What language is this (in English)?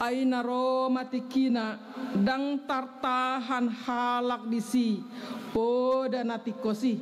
Batak Toba